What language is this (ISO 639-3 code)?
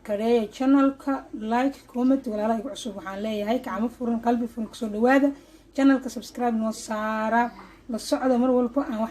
som